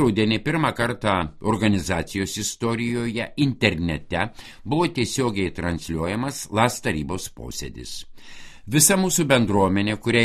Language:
Lithuanian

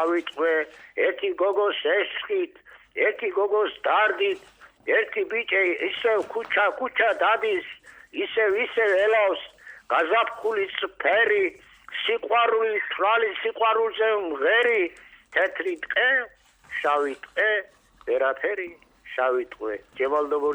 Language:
Georgian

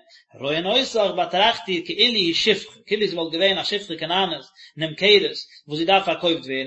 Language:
Yiddish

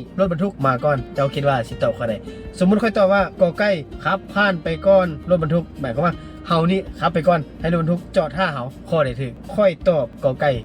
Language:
Lao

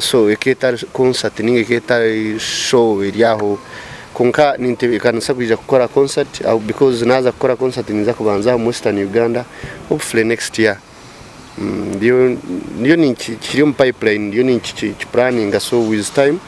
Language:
Nyankole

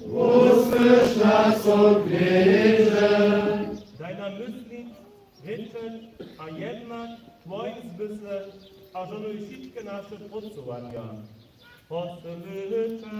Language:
Upper Sorbian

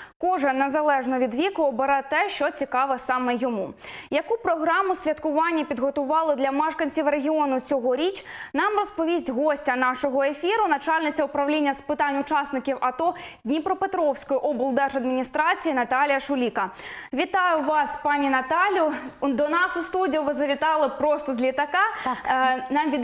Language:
Ukrainian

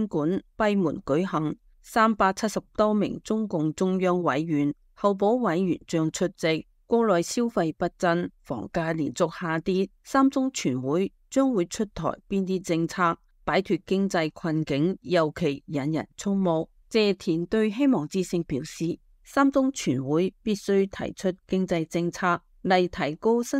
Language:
Cantonese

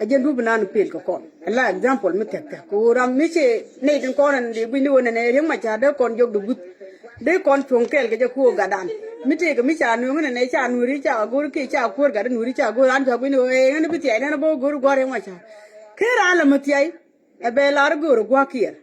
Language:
Nuer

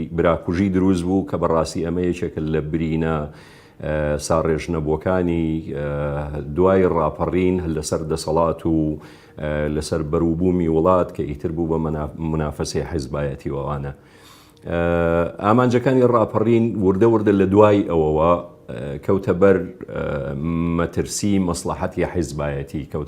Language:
Central Kurdish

